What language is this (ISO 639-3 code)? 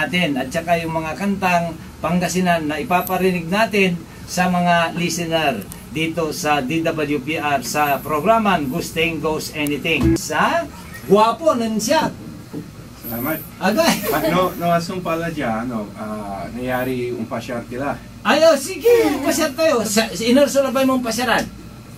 pag